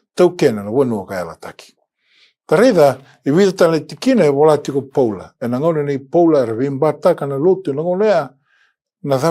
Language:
Fijian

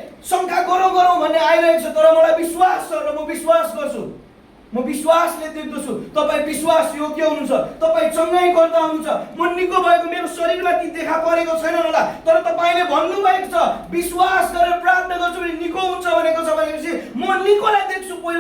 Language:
Nepali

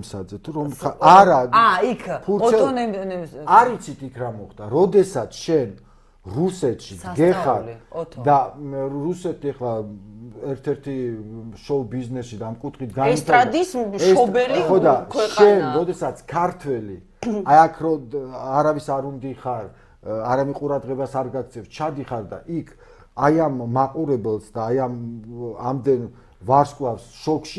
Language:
Georgian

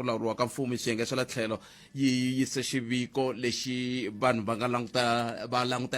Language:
Tsonga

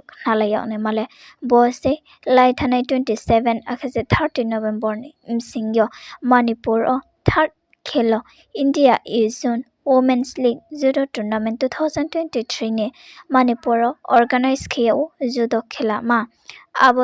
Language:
Riang (India)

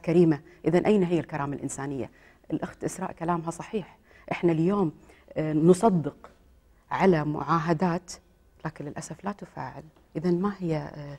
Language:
Gulf Arabic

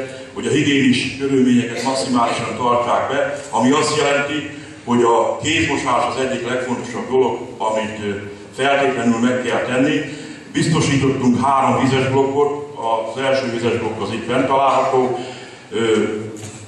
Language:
Hungarian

